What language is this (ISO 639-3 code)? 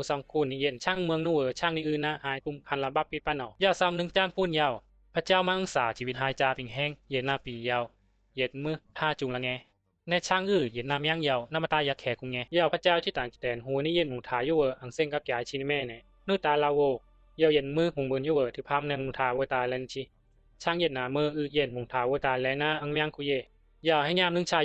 bzi